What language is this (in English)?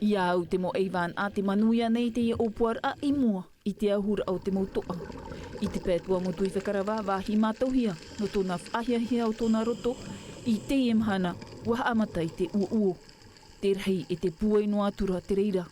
Tahitian